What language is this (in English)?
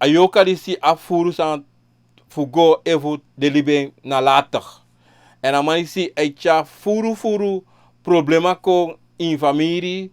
Sranan Tongo